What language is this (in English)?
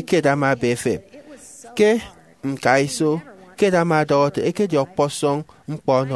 Efik